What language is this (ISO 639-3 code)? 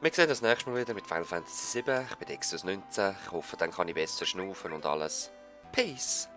gsw